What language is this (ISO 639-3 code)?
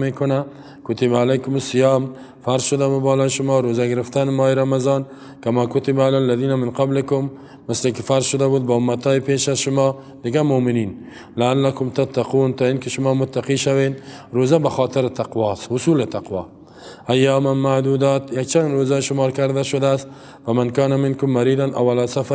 fas